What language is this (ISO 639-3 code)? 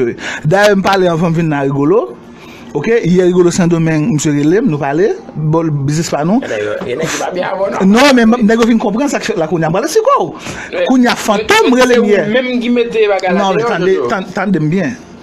hat